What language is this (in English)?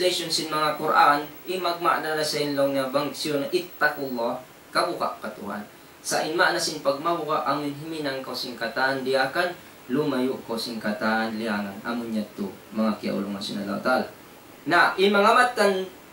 Tausug